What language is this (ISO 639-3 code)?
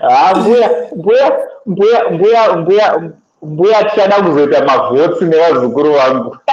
sna